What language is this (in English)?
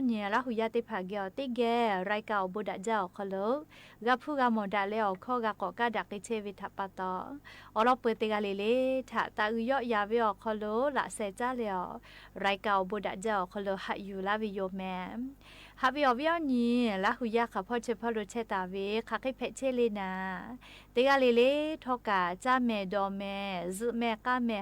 Lahu